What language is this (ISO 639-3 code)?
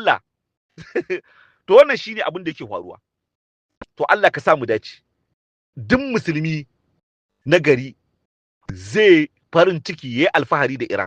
hau